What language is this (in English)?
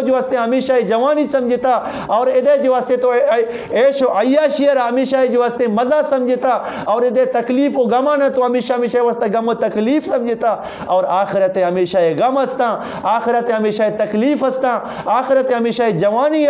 Eastern Balochi